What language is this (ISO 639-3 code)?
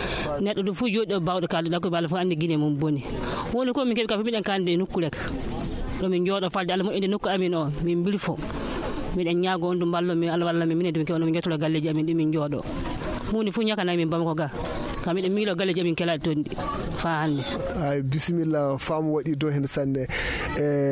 fuv